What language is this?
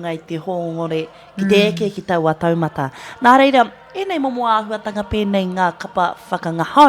Māori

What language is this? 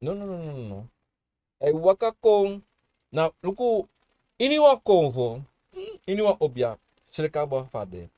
Sranan Tongo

